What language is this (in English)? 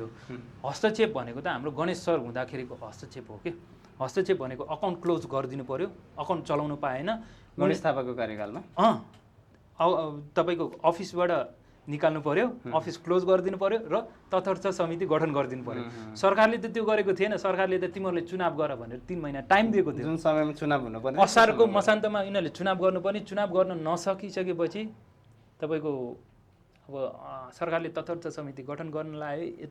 Nepali